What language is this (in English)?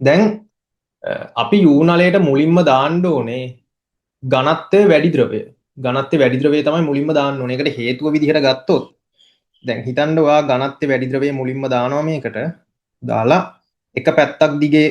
Sinhala